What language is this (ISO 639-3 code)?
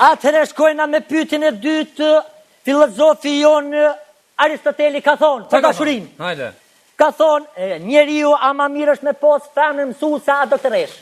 sqi